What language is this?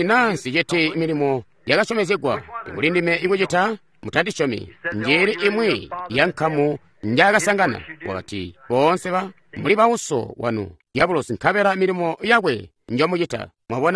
Tonga (Zambia)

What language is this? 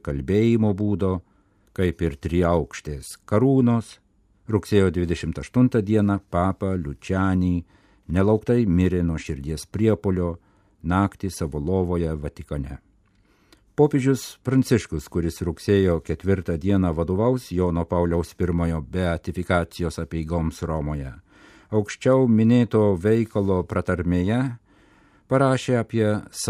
Lithuanian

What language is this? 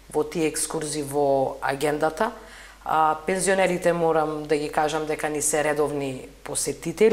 Macedonian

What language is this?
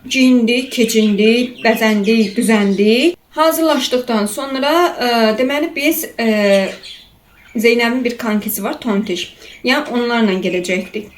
Azerbaijani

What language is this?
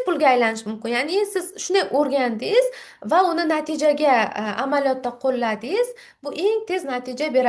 Uzbek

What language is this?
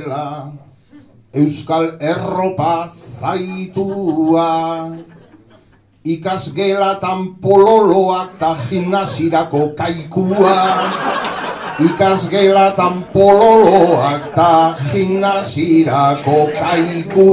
Basque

